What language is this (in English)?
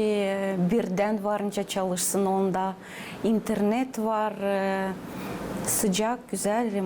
Gagauz